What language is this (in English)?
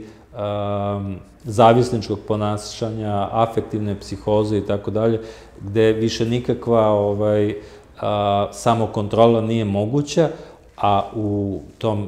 Serbian